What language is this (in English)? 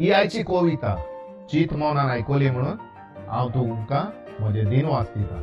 Konkani